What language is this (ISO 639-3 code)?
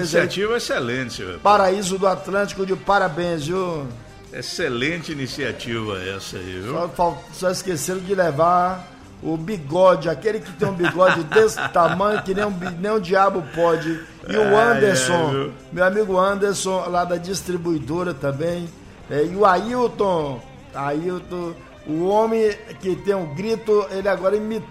por